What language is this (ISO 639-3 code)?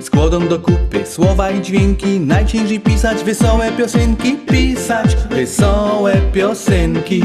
szl